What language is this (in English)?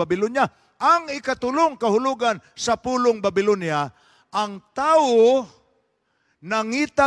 Cebuano